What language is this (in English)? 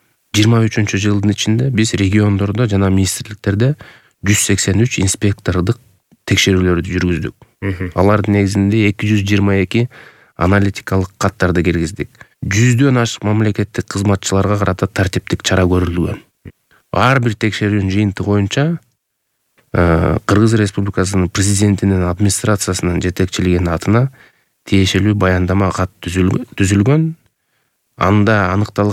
Kyrgyz